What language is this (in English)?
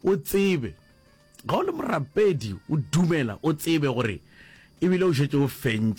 Northern Sotho